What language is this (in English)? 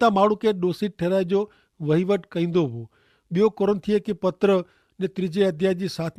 Kachhi